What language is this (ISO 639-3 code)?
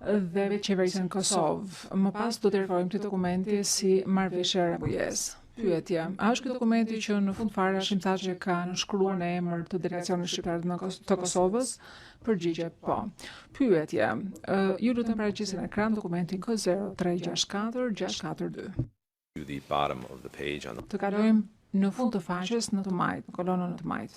sqi